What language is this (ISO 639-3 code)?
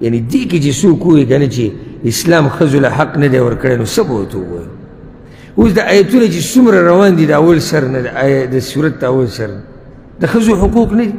pus